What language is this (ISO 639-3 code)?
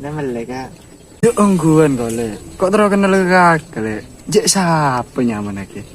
mad